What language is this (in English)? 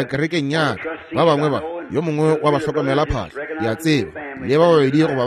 Northern Sotho